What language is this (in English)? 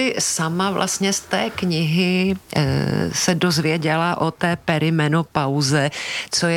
Czech